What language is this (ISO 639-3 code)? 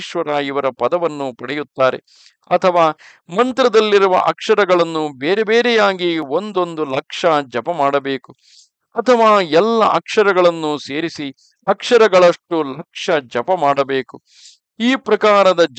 kan